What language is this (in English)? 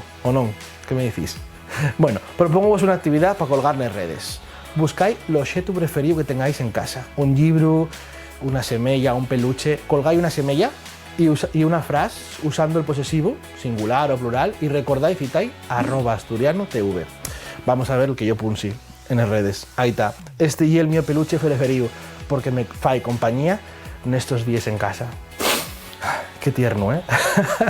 Asturian